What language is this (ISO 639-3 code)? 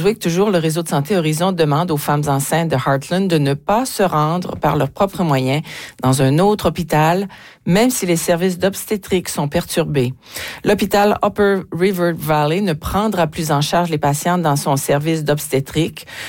fra